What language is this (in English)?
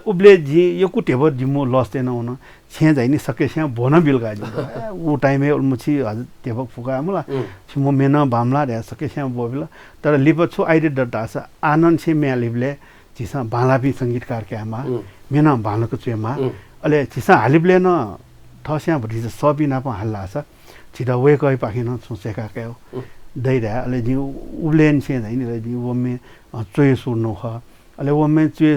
Newari